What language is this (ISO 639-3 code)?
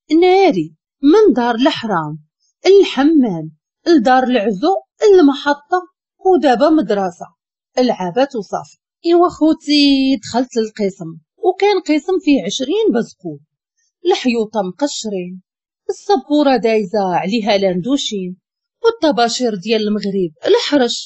ary